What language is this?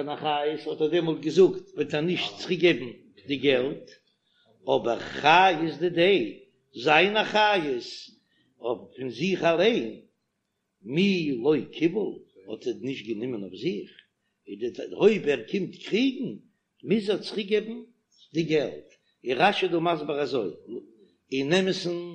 Yiddish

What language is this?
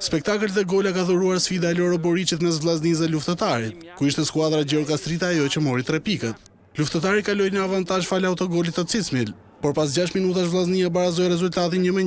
Albanian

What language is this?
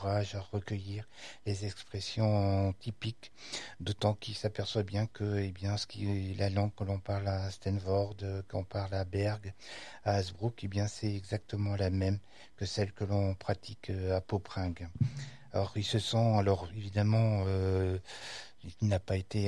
French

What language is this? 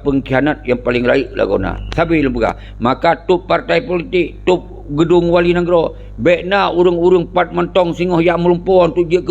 Achinese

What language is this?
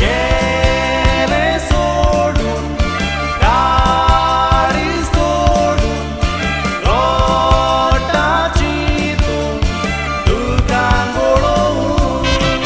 Konkani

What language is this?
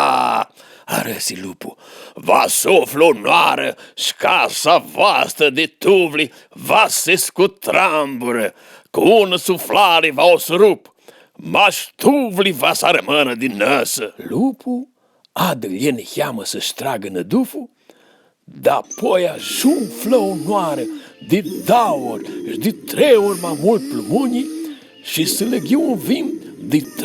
Aromanian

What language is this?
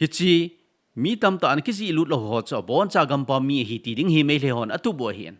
Thado Chin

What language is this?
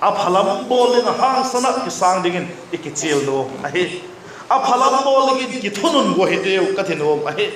Vaiphei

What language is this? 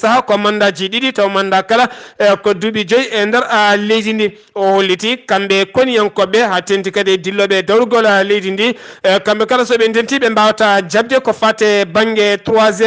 Fula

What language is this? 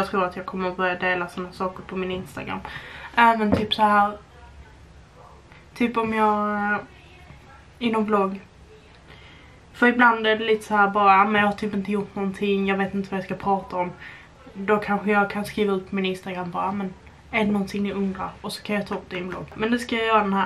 Swedish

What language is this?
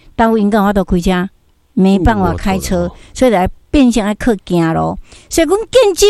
Min Nan Chinese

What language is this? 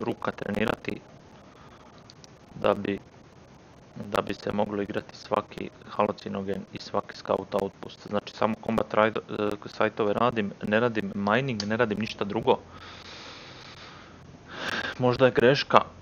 Croatian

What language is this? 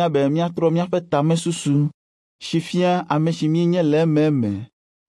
Ewe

